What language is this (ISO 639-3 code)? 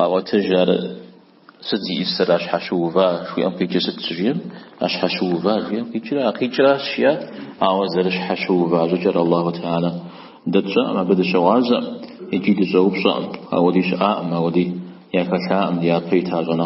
kbd